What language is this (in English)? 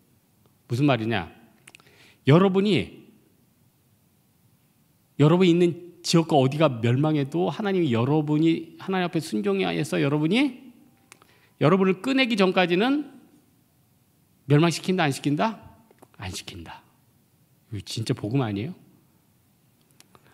Korean